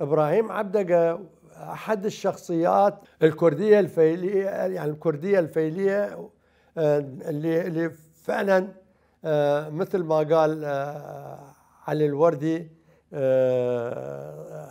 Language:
Mesopotamian Arabic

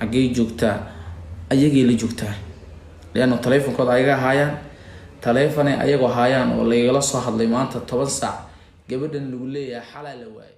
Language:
Somali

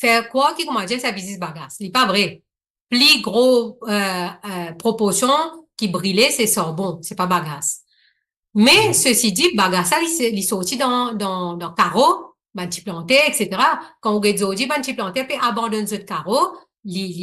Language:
Morisyen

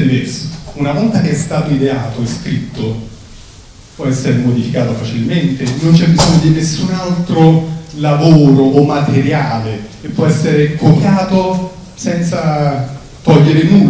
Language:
Italian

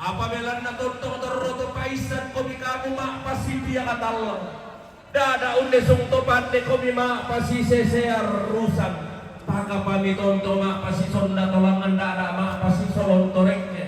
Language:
Toraja-Sa'dan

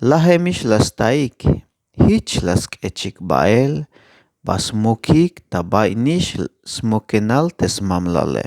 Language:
Tzeltal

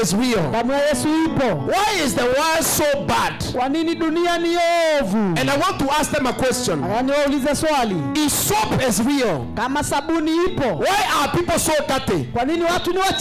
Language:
Swahili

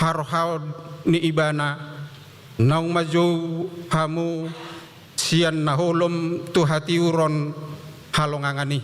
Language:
Batak Toba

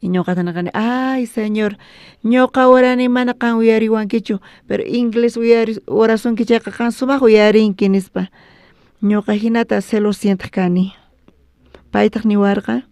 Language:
South Bolivian Quechua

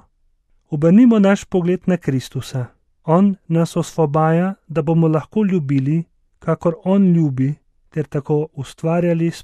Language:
Slovenian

